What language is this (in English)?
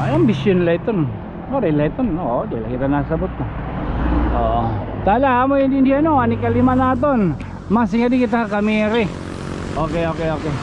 Waray